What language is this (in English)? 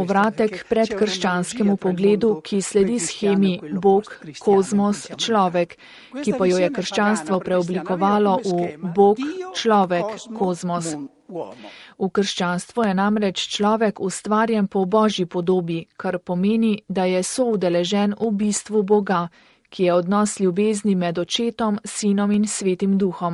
Slovenian